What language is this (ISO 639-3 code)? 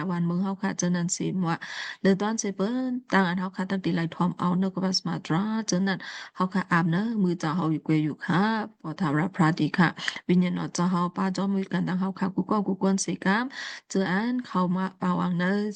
shn